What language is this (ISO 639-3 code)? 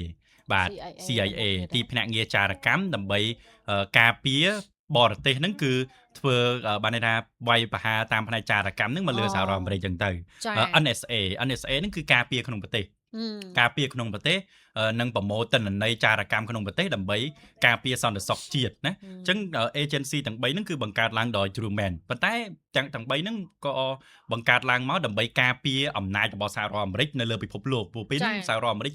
khm